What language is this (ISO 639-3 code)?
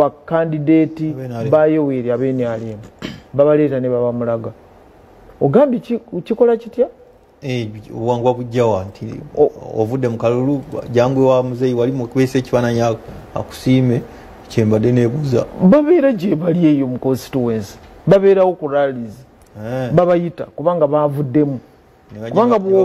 lug